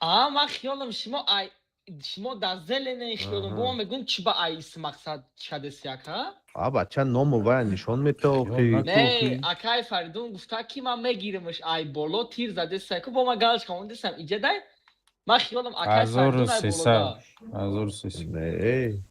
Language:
Tajik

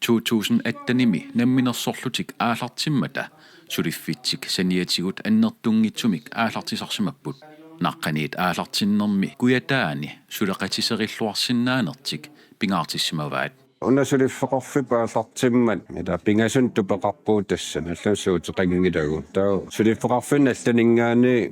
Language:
Kalaallisut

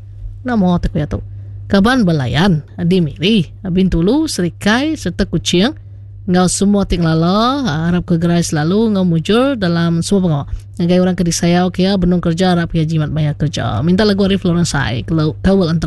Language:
Iban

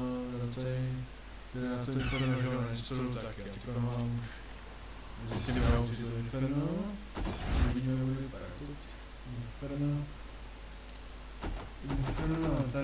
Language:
Czech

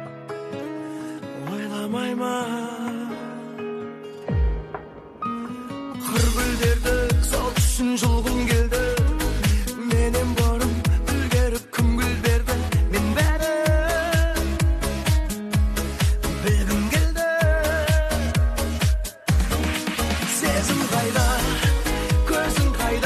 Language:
Kazakh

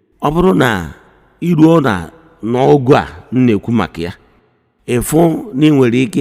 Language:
Igbo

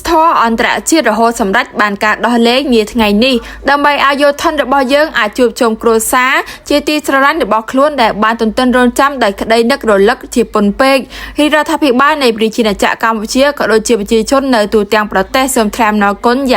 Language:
Khmer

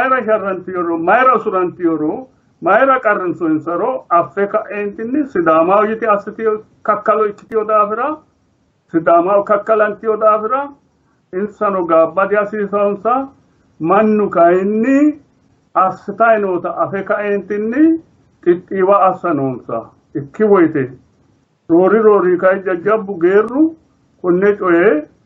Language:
Sidamo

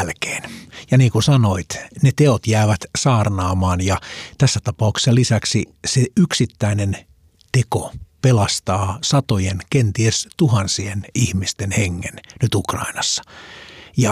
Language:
Finnish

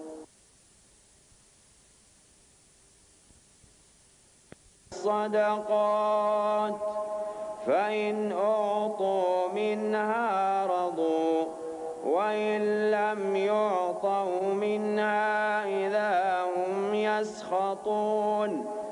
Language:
Arabic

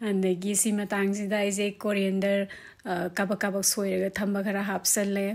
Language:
Manipuri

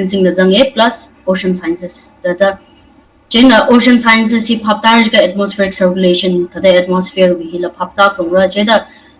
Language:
Tangkhul Naga (India)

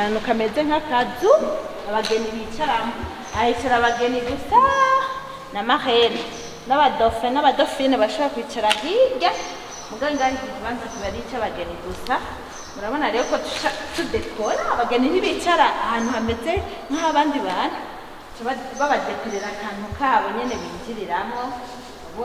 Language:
Rundi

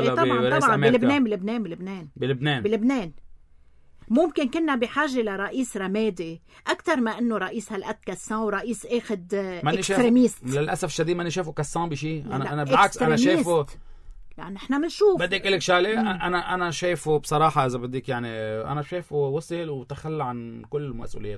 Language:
North Levantine Arabic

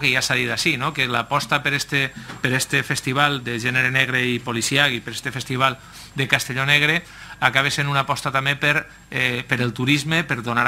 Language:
Catalan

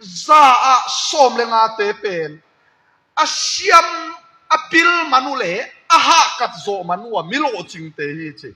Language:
Tedim Chin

